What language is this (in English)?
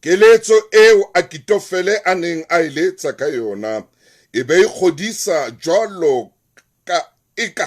Southern Sotho